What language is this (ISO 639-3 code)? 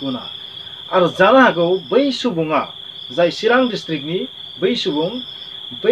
brx